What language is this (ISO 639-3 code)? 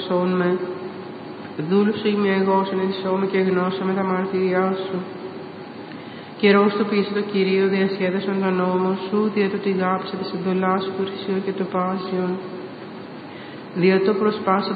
ell